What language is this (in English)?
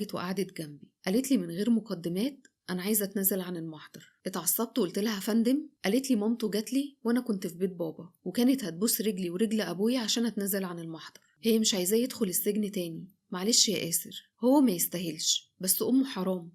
Egyptian Arabic